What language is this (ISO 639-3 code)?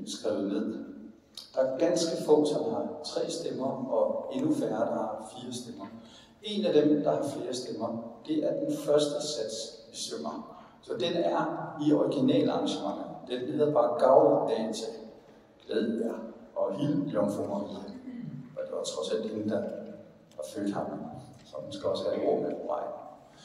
dan